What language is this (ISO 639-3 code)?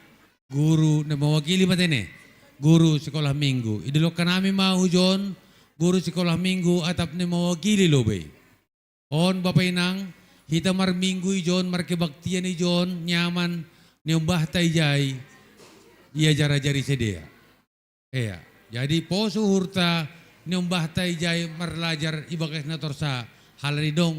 bts